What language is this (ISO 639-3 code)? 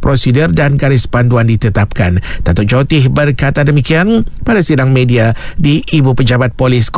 msa